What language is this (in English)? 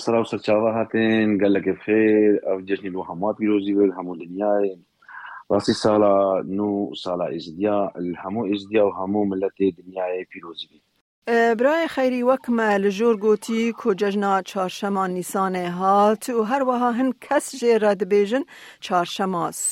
Kurdish